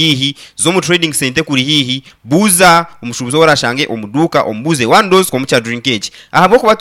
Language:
Nyankole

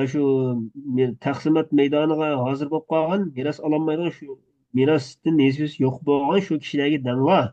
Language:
Uyghur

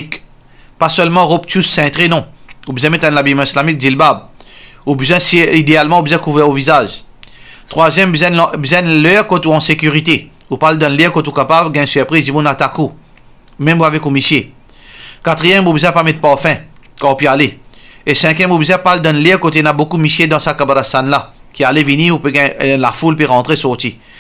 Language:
Morisyen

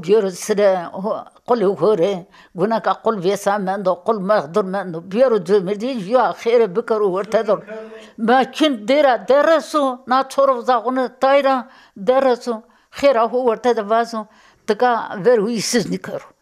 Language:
Zaza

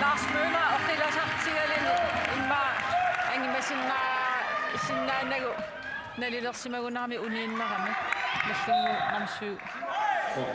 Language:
Kalaallisut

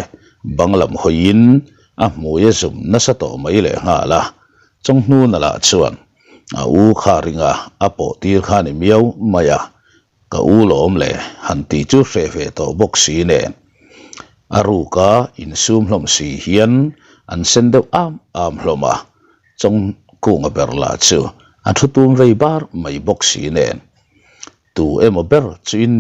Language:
Mizo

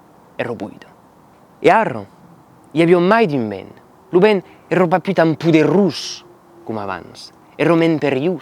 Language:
Occitan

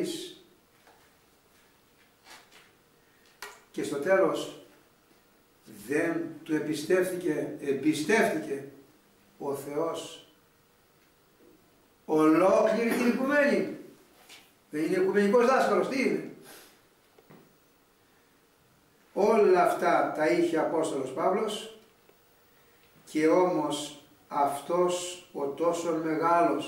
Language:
Greek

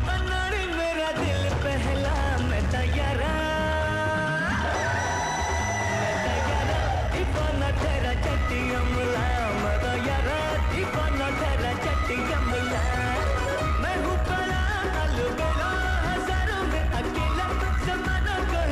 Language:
Hindi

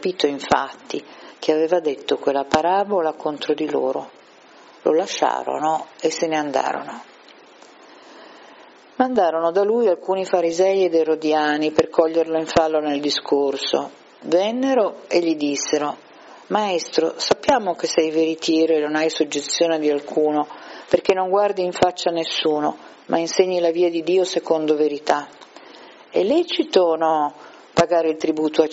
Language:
Italian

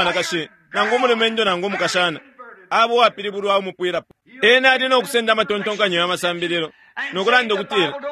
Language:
Bemba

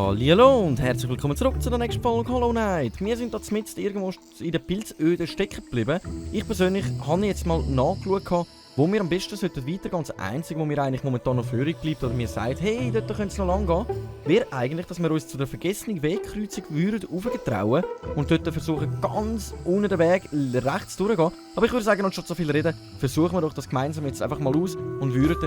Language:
Swiss German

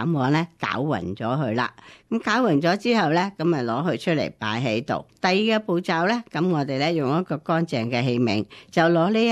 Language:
Cantonese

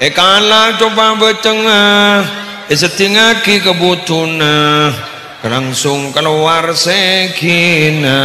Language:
Madurese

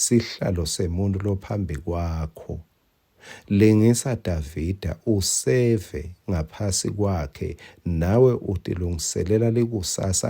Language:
Swati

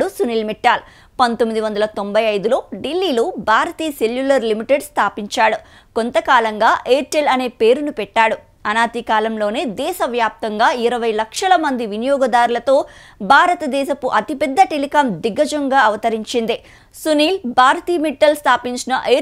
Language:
Telugu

